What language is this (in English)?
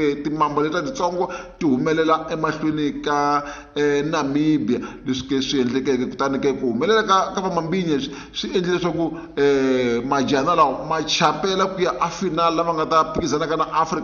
Tsonga